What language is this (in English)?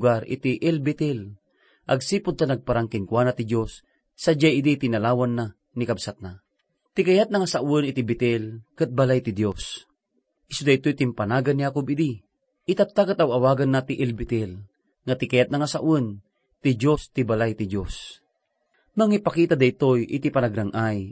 Iloko